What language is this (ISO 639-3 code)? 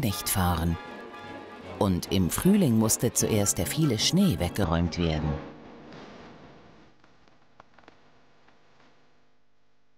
deu